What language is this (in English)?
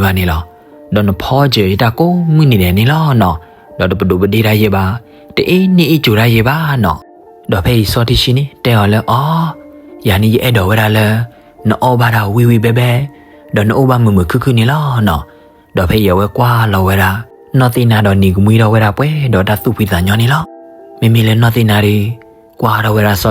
S'gaw Karen